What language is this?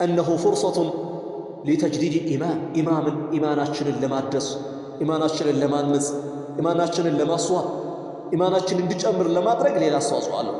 Amharic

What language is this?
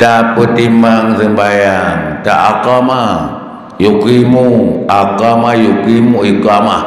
Achinese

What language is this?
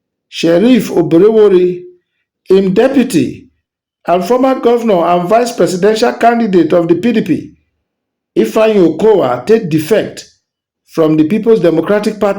Nigerian Pidgin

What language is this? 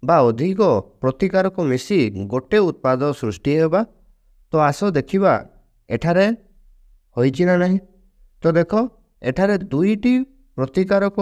Odia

